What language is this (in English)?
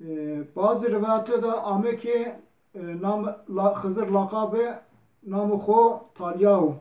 Zaza